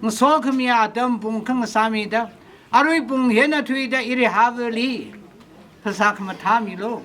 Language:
Tangkhul Naga (India)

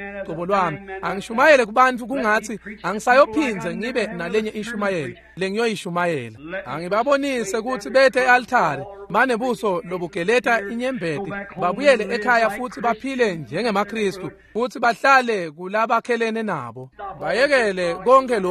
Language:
Swati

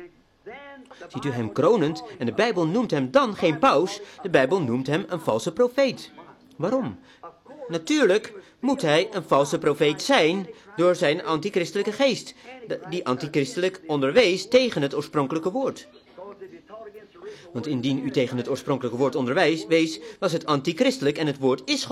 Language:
Dutch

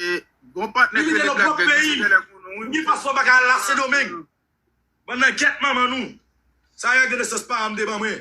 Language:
Haitian Creole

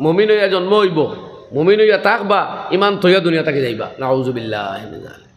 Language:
Sylheti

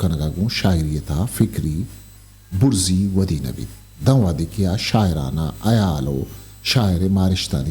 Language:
Eastern Balochi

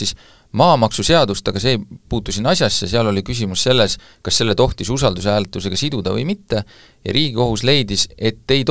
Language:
Estonian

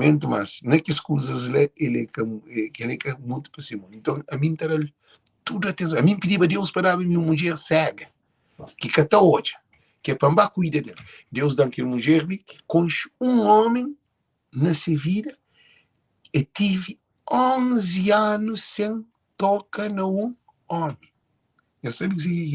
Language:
Kabuverdianu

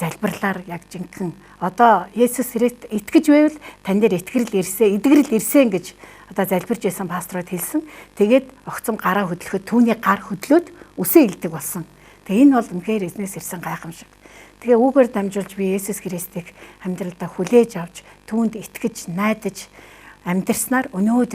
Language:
Mongolian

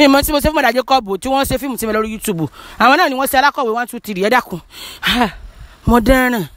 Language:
Yoruba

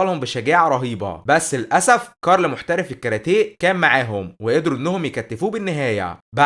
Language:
Egyptian Arabic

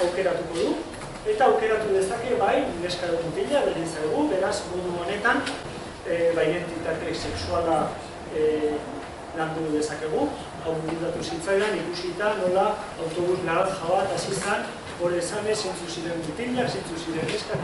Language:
Basque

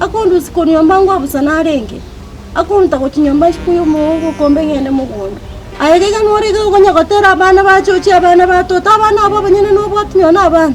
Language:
Gusii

